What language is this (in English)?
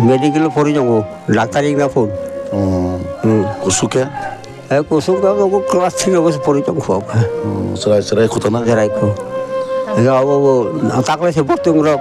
Kok Borok